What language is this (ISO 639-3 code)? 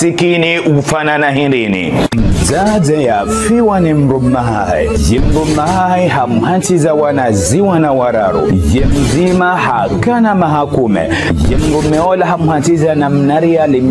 zdj